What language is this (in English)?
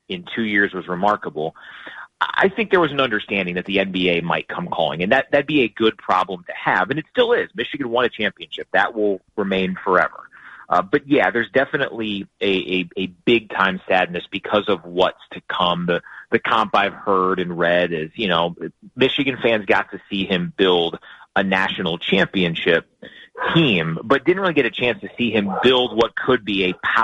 English